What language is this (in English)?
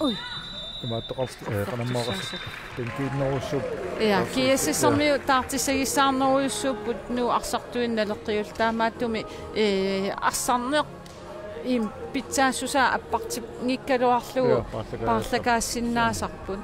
Kalaallisut